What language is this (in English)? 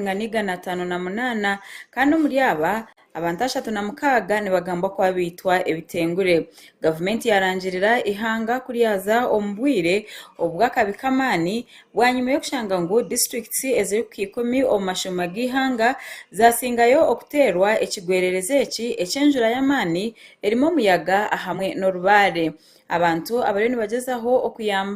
Nyankole